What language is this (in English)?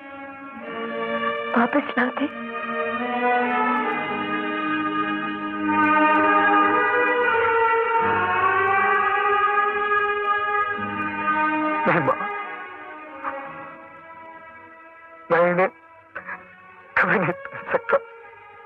Hindi